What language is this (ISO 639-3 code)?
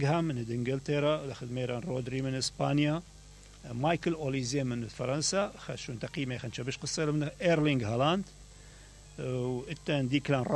acm